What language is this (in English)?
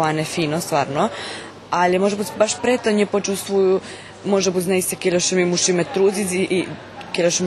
Rusyn